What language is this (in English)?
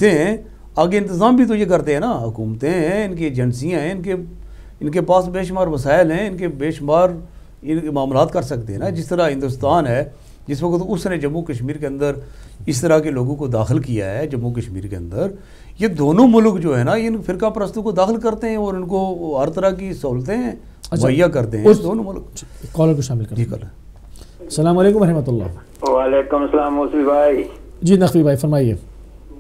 Urdu